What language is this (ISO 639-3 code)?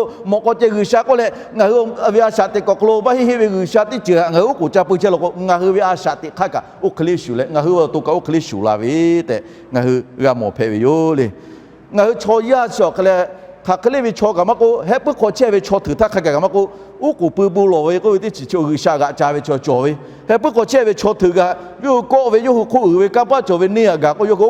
lhu